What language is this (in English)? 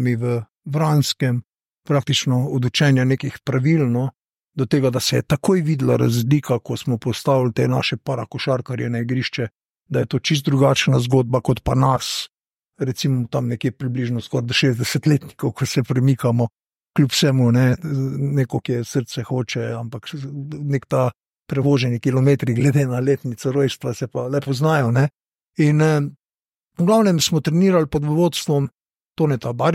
Slovenian